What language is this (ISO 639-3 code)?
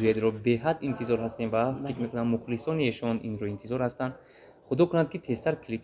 tgk